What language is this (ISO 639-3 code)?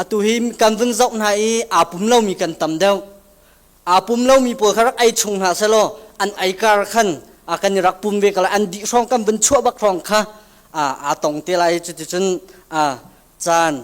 cnh